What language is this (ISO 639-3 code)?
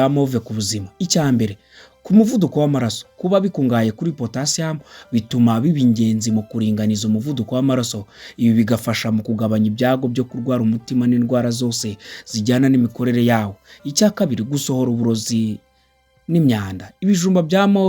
kin